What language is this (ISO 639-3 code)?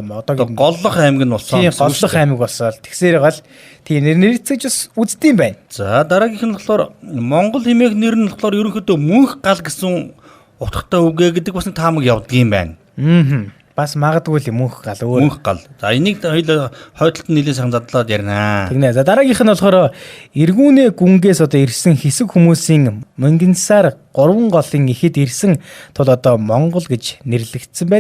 mon